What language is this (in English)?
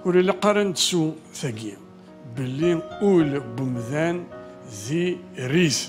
Kabyle